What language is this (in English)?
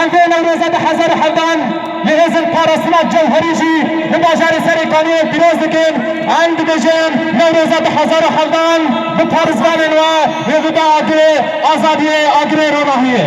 Kurdish